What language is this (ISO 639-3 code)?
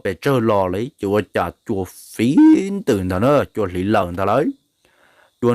hmn